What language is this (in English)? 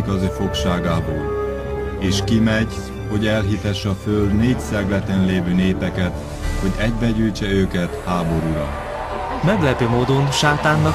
Hungarian